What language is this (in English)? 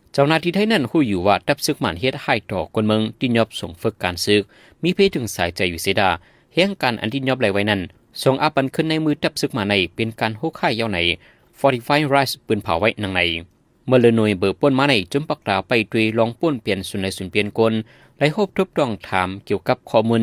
Shan